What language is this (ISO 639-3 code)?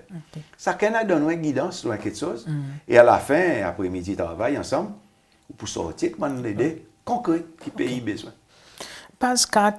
crs